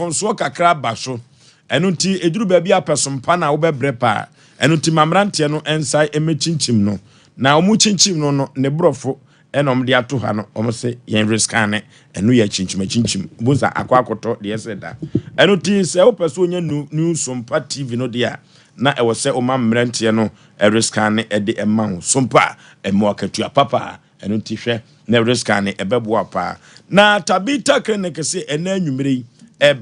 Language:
Akan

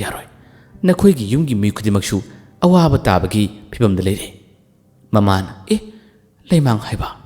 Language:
Manipuri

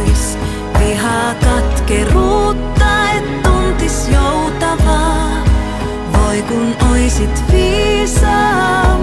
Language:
Finnish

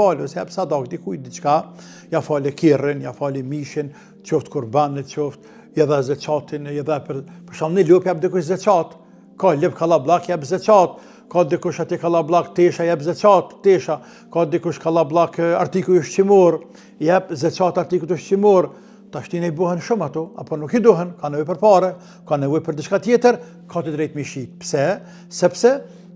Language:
Albanian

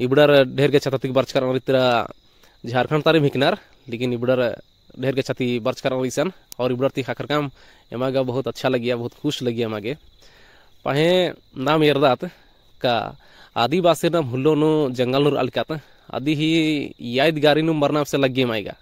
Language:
Kurukh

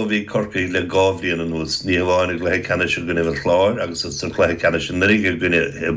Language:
Irish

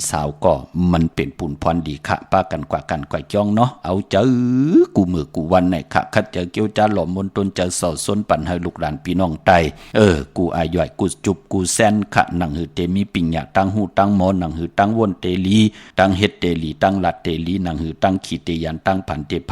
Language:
Shan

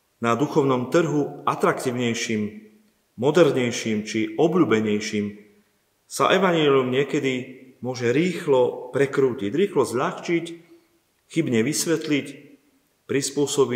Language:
Slovak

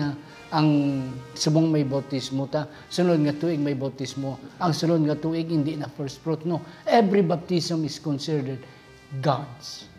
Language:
Hiligaynon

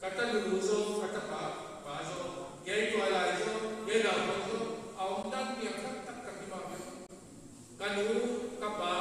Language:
Paite Chin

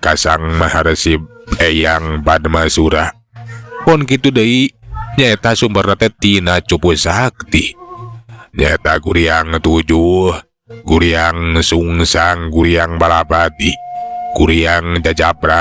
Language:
Sundanese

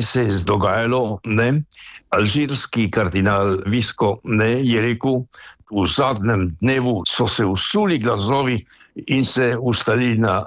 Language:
Slovenian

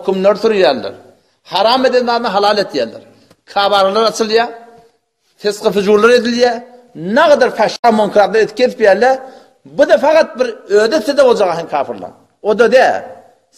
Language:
Turkmen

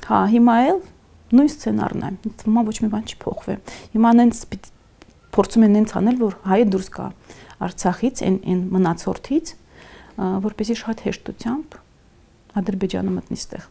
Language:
Armenian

